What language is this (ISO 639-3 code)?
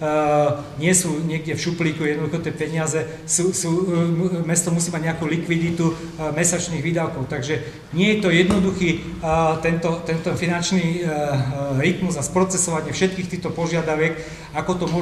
slk